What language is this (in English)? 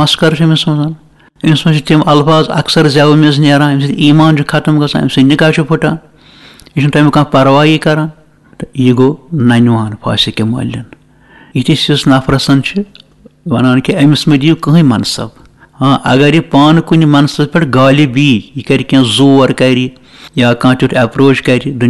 Kashmiri